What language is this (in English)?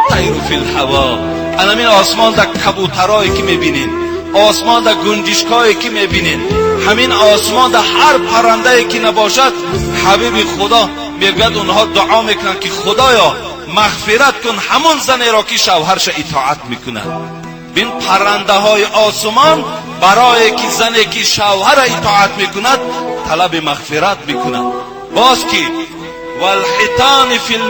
Tajik